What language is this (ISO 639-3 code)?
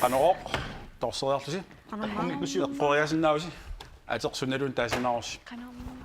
kal